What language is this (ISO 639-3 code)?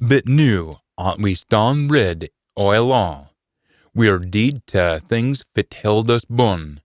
sco